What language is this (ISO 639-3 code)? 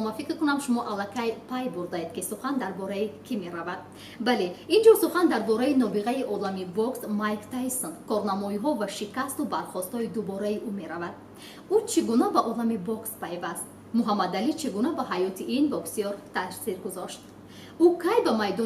tgk